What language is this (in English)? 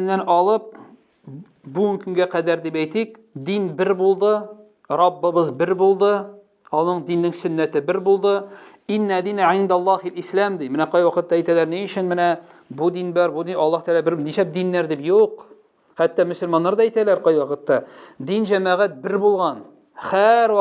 Tatar